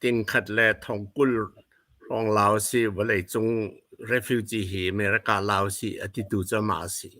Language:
Hakha Chin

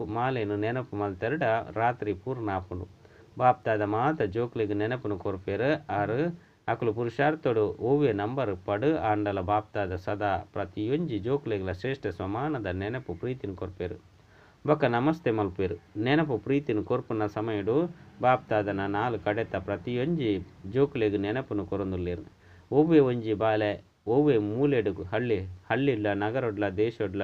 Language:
Tulu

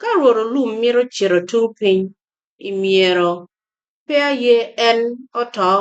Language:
Acoli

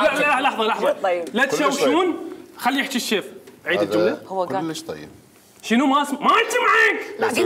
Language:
Mesopotamian Arabic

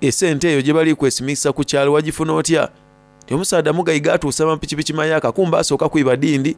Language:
Soga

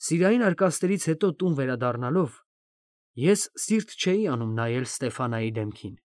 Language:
Armenian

